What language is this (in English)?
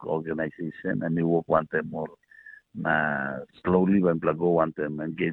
Tok Pisin